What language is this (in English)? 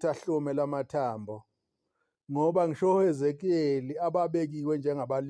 Zulu